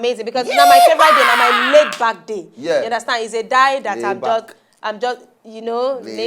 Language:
Nigerian Pidgin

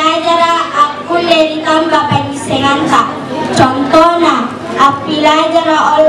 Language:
Makasar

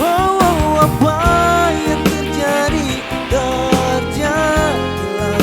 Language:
Ambonese Malay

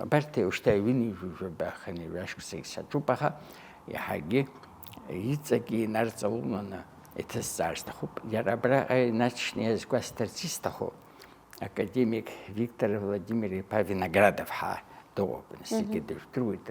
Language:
Abkhazian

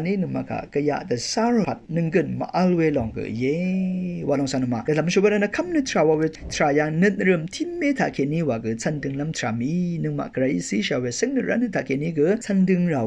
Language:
Rawang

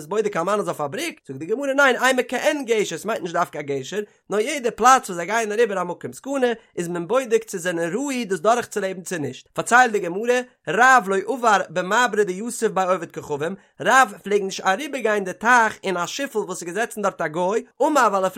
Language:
Yiddish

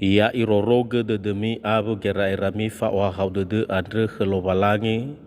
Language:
Nias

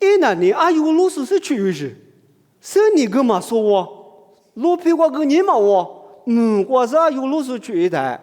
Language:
Lisu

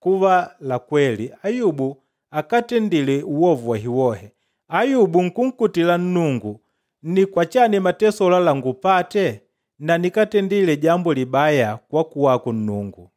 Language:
Makonde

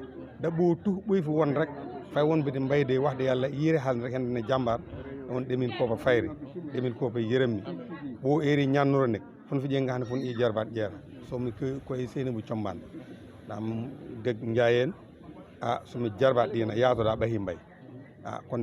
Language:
Wolof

